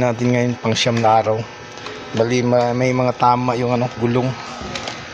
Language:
Filipino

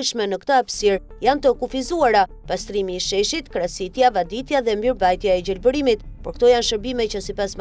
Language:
Albanian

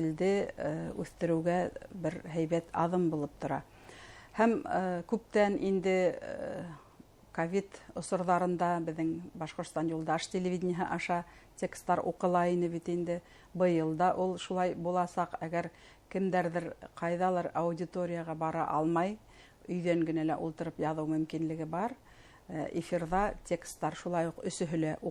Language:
Bashkir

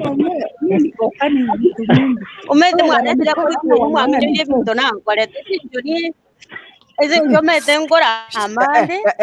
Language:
Gusii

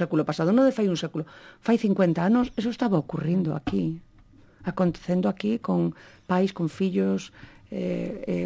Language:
Galician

